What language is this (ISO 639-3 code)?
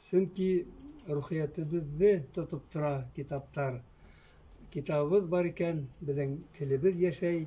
bak